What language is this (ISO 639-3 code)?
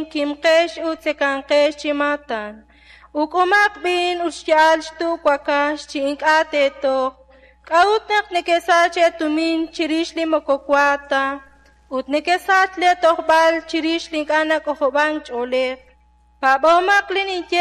kek